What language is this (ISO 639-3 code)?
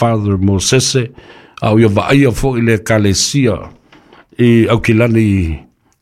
smo